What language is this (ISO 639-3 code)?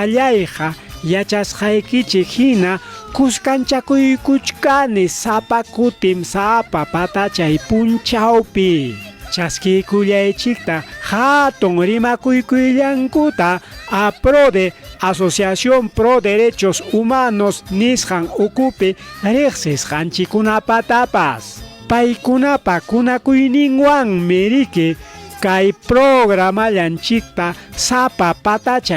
quy